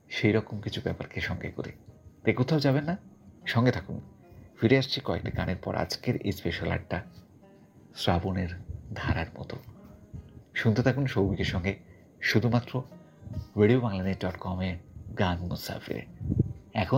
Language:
Bangla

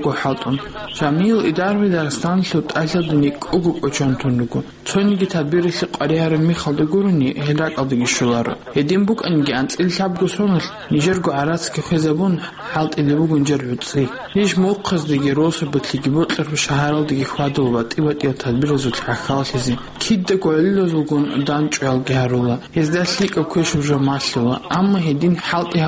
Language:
Avaric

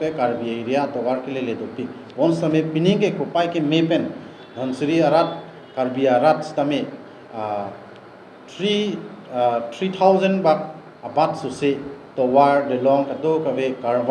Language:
Karbi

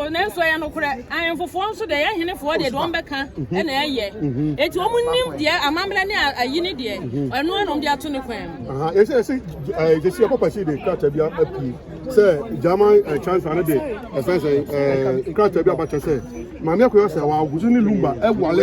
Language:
Akan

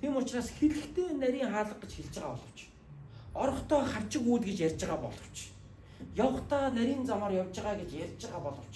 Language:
Mongolian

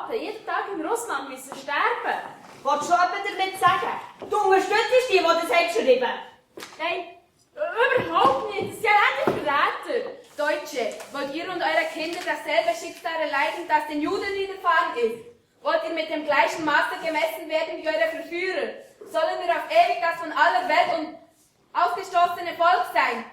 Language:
Swiss German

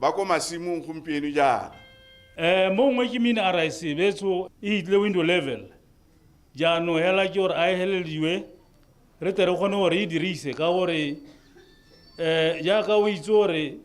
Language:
Tswana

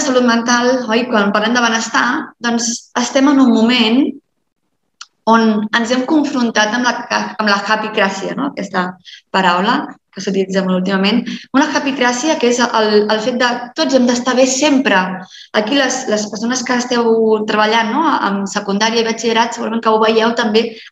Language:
Catalan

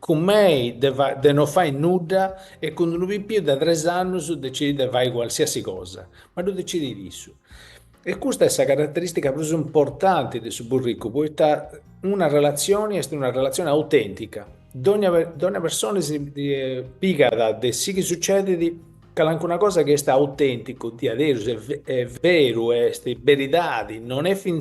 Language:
Sardinian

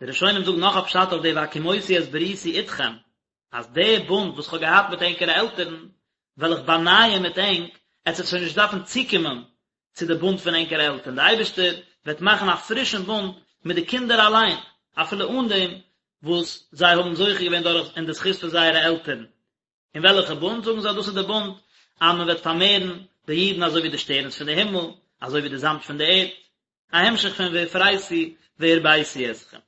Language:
Yiddish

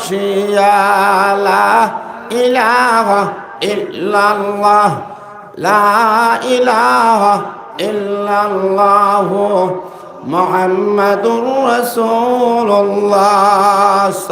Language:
Sylheti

